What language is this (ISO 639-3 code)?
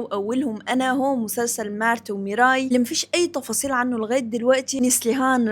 arz